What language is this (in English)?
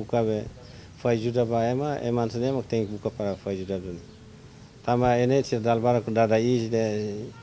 Tetum